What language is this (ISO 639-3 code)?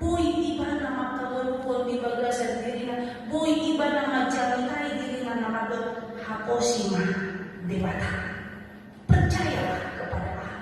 bbc